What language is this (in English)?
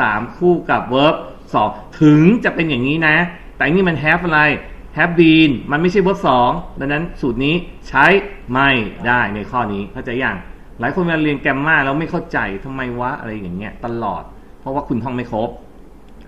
Thai